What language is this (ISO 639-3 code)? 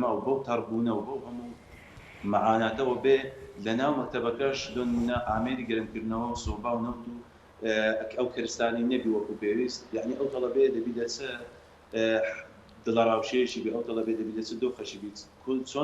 ckb